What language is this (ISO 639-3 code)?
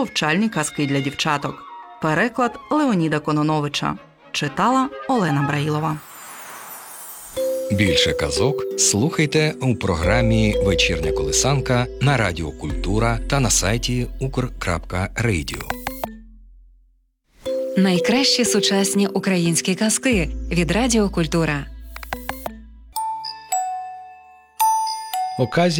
ukr